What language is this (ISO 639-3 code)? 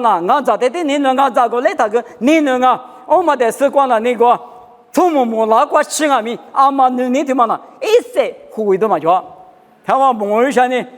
lis